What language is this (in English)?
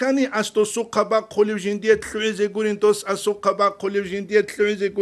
Avaric